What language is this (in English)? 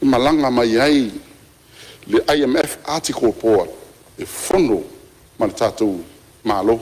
Samoan